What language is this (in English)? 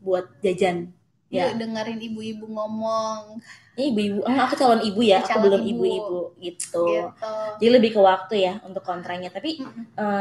Indonesian